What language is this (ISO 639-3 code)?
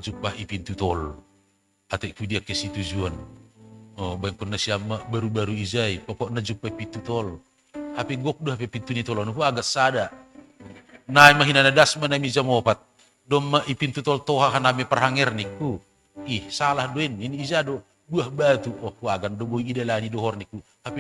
bts